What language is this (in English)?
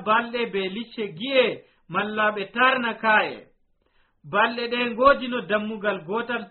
Nigerian Fulfulde